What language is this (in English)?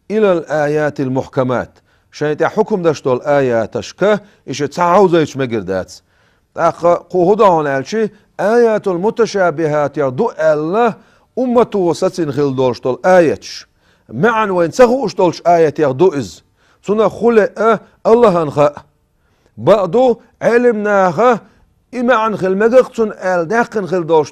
Chechen